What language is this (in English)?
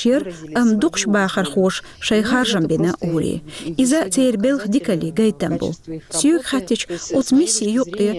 Chechen